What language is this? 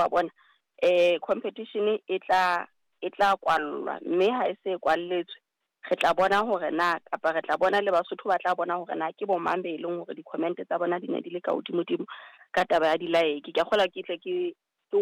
Southern Sotho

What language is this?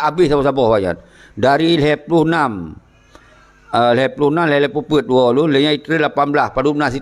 Achinese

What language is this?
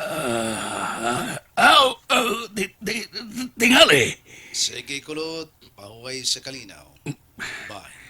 Cebuano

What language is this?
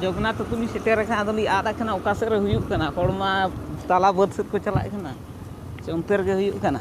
Santali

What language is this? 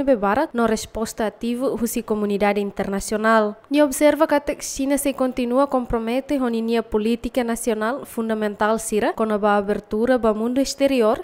Tetum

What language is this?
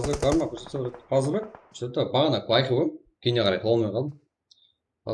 Kara-Kalpak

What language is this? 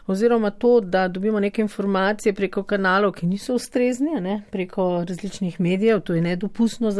Slovenian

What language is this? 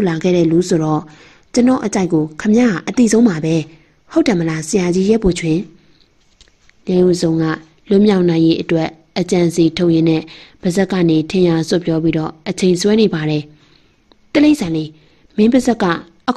Burmese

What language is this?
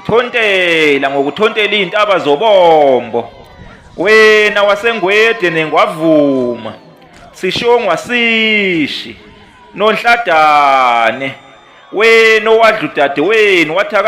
Zulu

